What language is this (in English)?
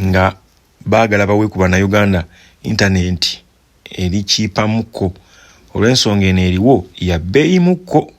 Ganda